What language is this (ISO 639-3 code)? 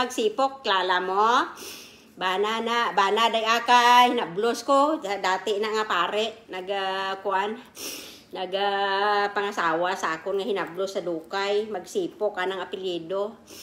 krj